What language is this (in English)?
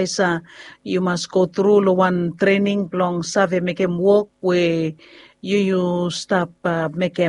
Bislama